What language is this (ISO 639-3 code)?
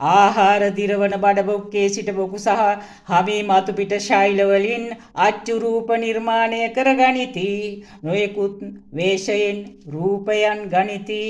sin